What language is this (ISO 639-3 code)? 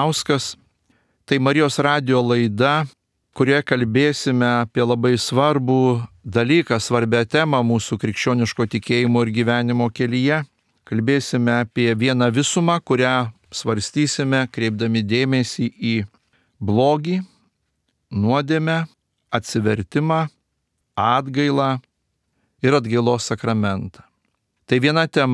lit